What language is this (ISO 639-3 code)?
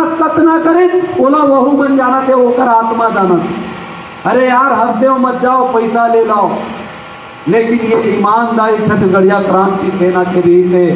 hne